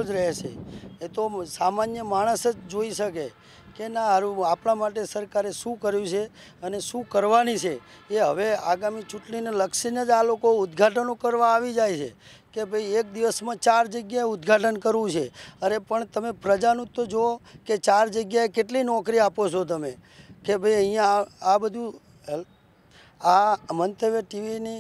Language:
Gujarati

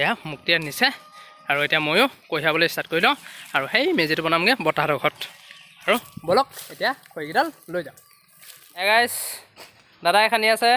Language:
Assamese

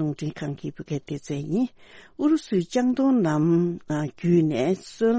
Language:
Tibetan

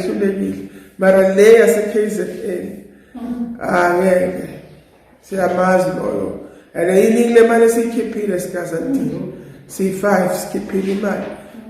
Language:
Zulu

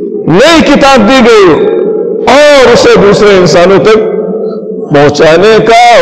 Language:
Urdu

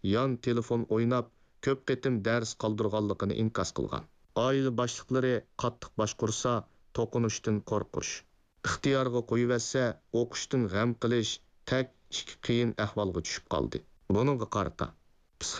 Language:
Uyghur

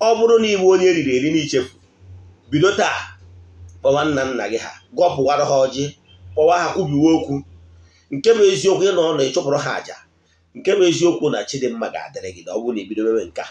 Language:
Igbo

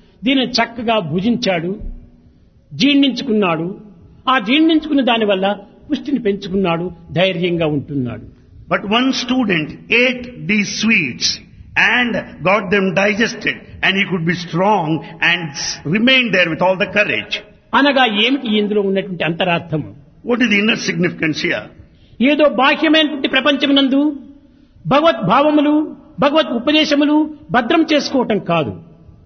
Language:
Telugu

